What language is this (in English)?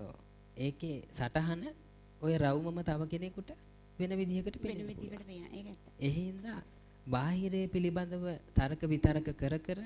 Sinhala